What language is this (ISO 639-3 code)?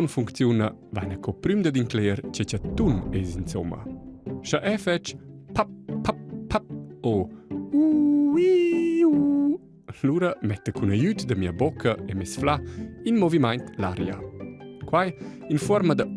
roh